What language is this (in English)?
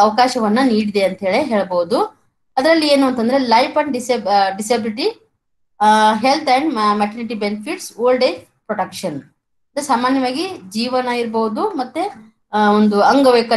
Kannada